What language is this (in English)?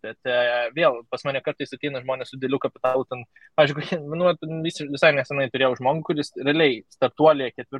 Lithuanian